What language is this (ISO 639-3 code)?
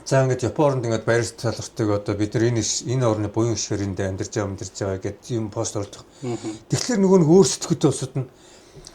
mon